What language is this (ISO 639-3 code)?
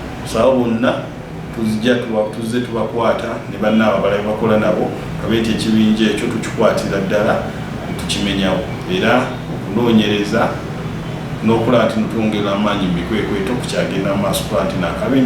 lug